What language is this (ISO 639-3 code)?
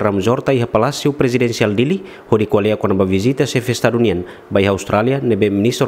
tet